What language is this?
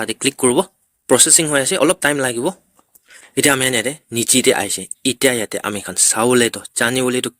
Naga Pidgin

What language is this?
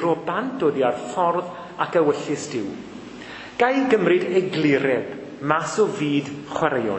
Welsh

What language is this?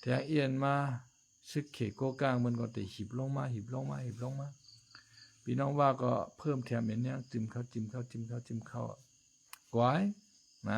Shan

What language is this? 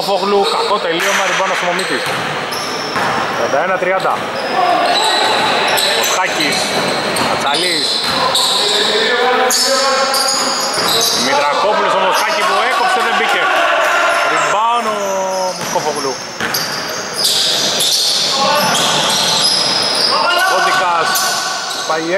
Greek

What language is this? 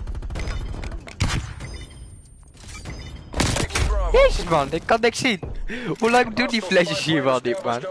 Dutch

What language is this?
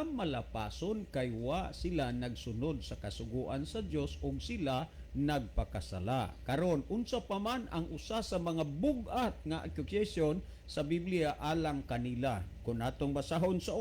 Cebuano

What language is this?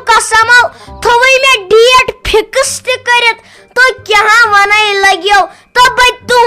Kashmiri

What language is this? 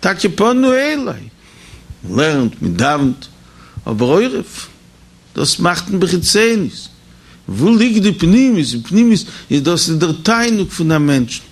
Yiddish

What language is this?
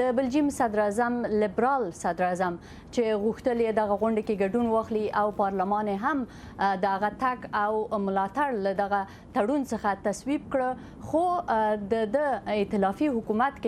Pashto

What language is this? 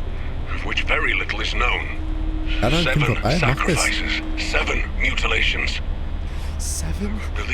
Bavarian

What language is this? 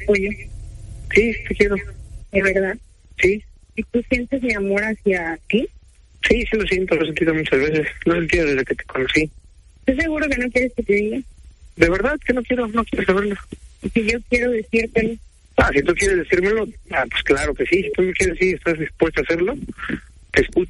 Spanish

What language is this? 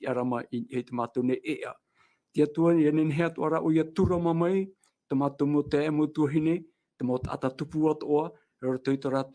Tahitian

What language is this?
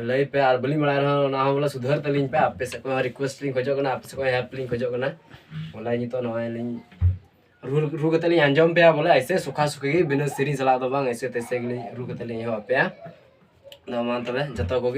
Santali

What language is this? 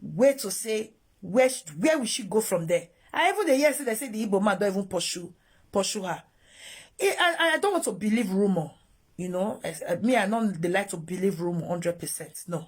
Nigerian Pidgin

